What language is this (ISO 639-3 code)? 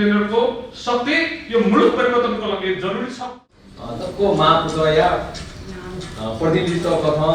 new